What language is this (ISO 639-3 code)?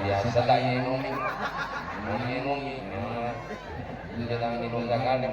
mad